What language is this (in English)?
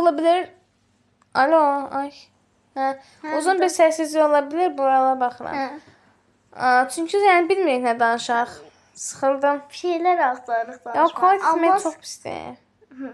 Azerbaijani